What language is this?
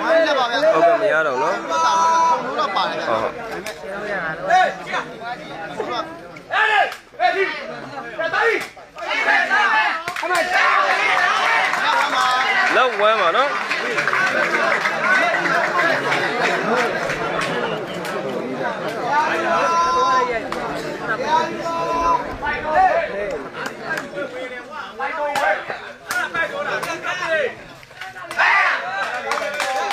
Burmese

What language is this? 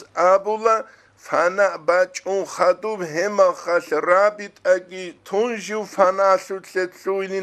Avaric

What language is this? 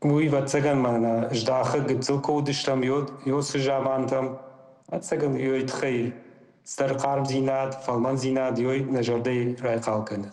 Ossetic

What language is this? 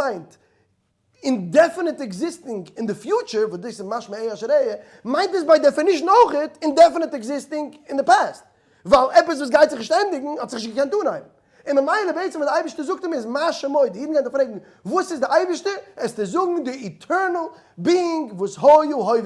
Yiddish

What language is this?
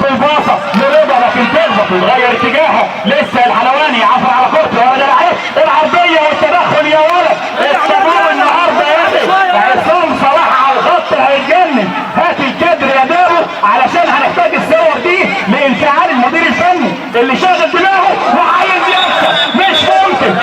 Egyptian Arabic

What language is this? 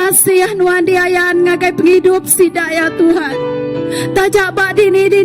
Iban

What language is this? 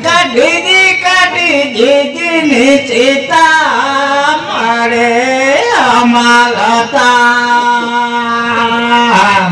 Santali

